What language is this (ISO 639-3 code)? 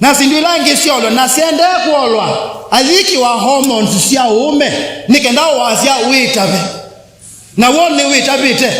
kam